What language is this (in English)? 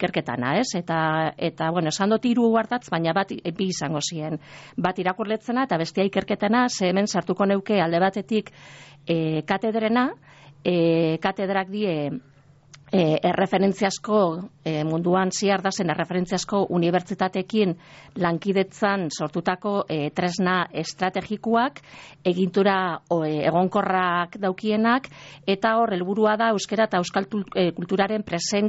Basque